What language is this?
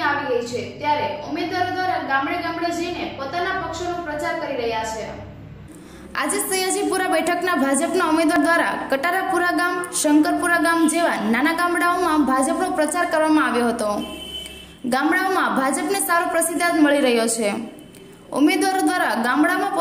Gujarati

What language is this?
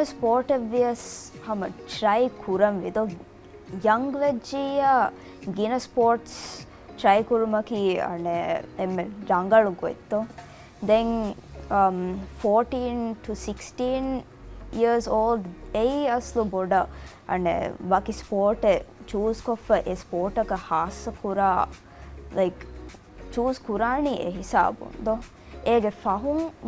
Divehi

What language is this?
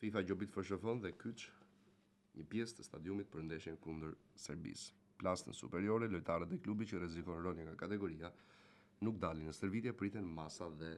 Albanian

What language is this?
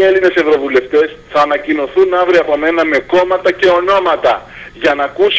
Greek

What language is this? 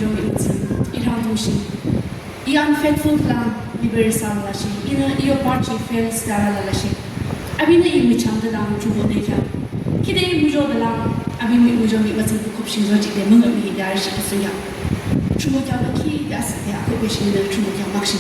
Yimchungru Naga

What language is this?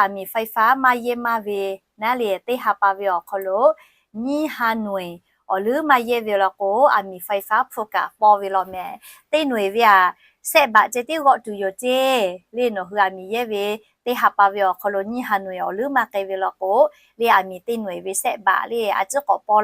Lahu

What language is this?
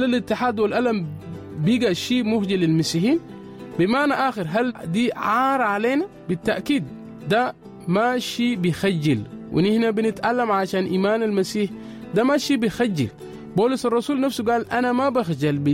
Sudanese Arabic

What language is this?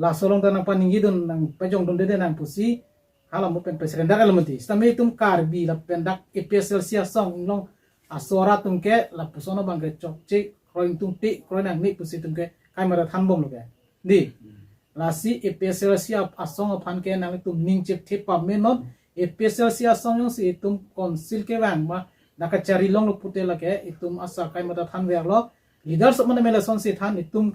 Karbi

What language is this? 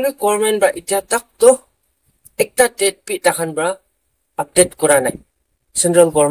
Naga Pidgin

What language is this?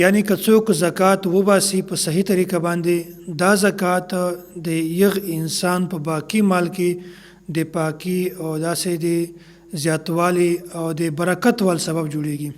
Pashto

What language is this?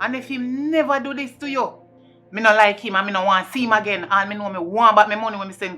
Jamaican Creole English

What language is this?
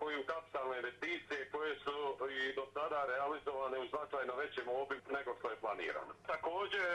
Croatian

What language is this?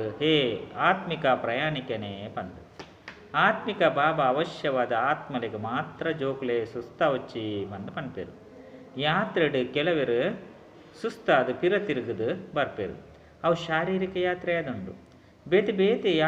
Tulu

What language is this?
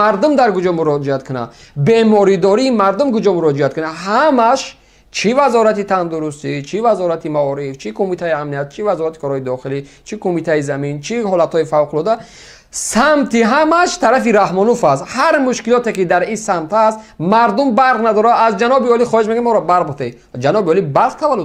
Tajik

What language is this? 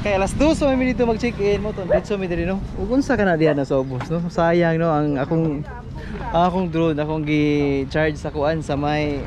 Cebuano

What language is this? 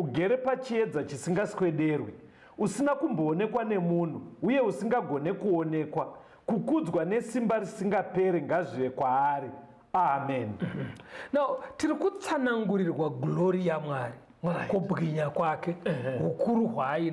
Shona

